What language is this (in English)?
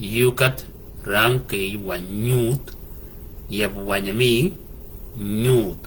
Shilluk